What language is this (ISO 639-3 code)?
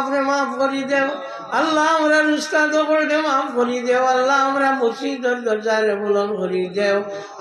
syl